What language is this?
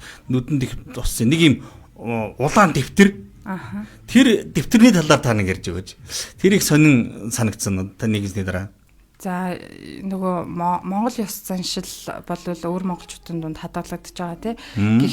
Mongolian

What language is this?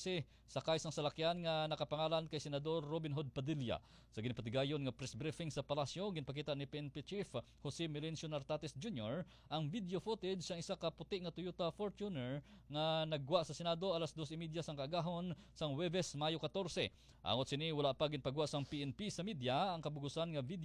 Hiligaynon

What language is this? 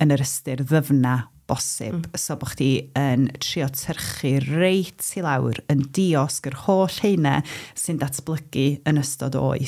Welsh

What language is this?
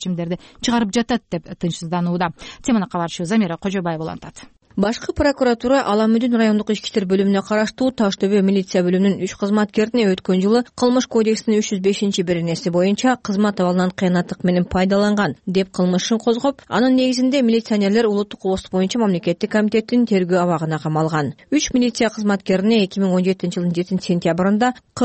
Kyrgyz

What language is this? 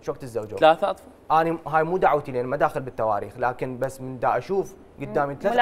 Mesopotamian Arabic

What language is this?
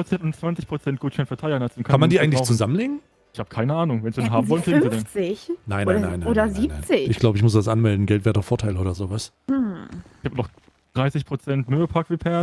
German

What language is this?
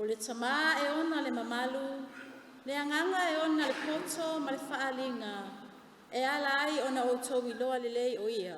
Samoan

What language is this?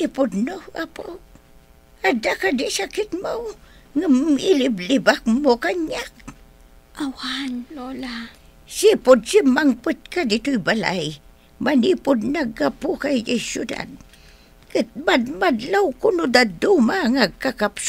Iloko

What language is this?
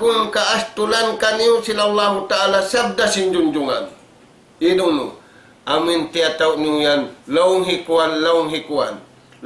Tausug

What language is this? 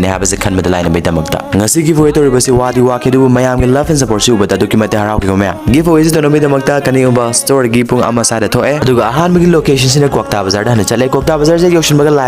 Manipuri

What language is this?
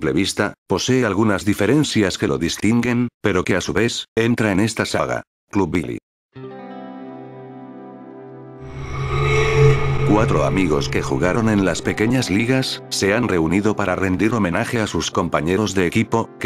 Spanish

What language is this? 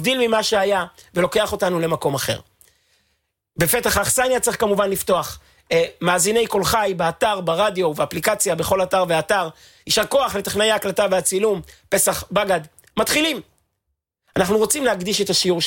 Hebrew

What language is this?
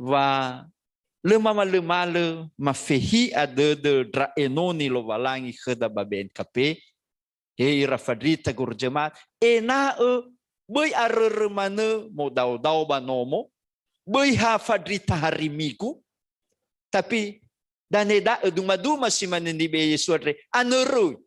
Nias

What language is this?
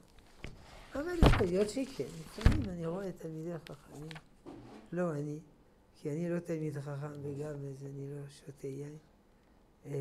Hebrew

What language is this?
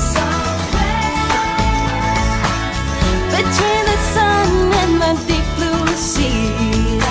English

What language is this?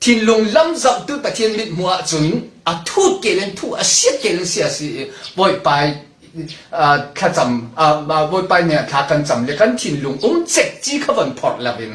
Falam Chin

